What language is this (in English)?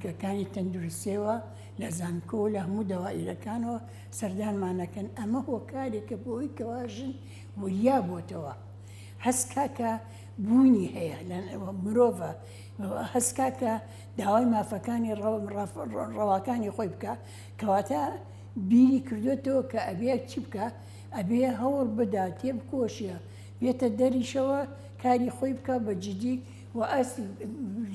Central Kurdish